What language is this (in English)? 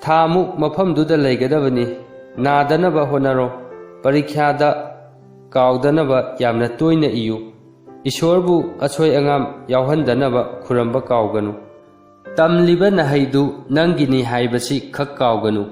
Manipuri